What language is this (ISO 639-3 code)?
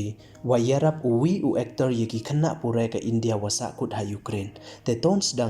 pbv